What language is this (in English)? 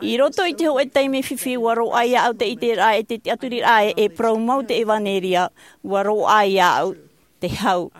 Tahitian